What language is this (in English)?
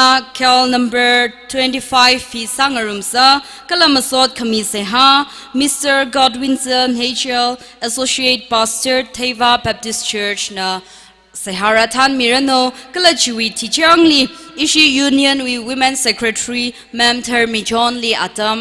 Tangkhul Naga (India)